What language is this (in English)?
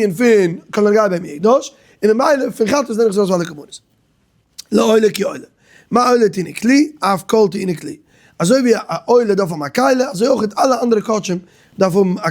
Yiddish